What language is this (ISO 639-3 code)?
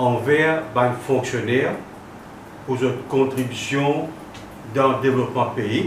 mfe